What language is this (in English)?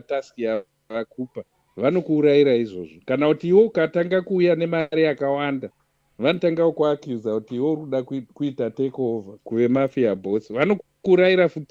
Shona